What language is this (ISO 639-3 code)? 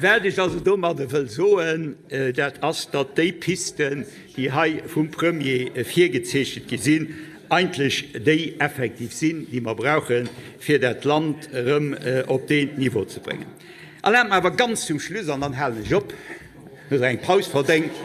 ltz